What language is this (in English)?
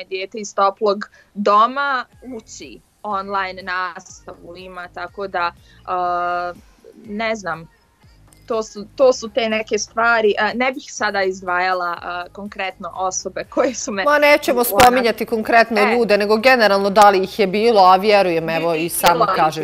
Bosnian